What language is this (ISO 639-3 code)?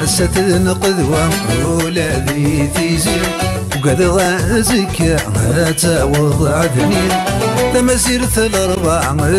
kab